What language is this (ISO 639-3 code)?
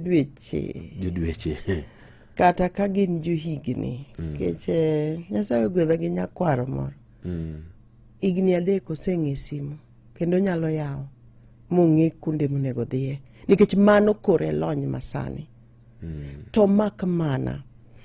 luo